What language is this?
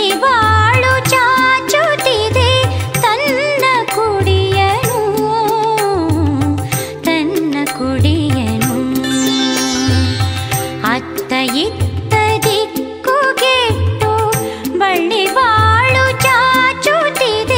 Kannada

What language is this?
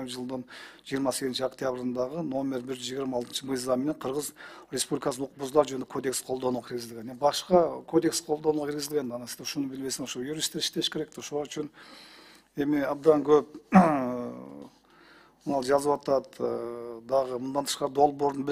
Kyrgyz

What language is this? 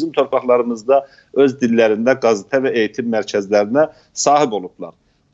South Azerbaijani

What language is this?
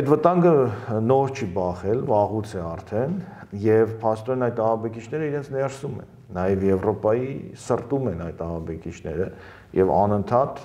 Armenian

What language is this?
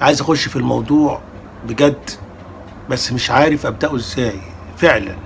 Egyptian Arabic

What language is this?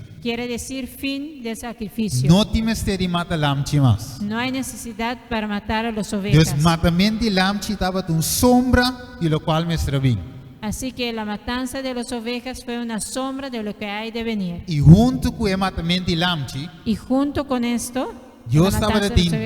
Papiamento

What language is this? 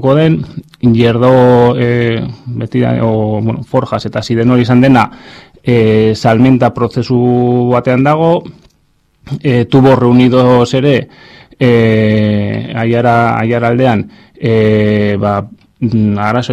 Basque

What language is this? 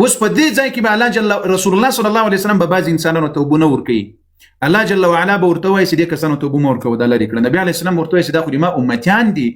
Pashto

